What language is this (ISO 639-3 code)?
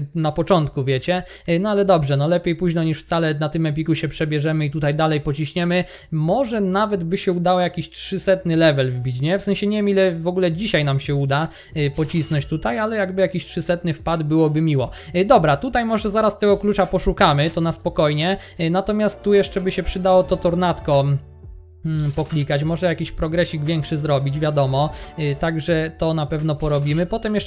pol